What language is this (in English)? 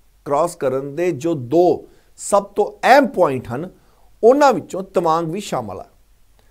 Punjabi